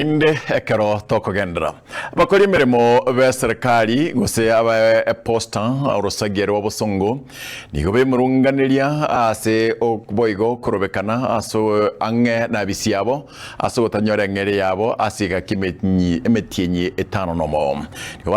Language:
Gusii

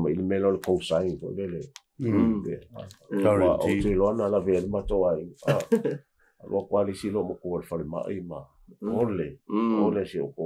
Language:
Samoan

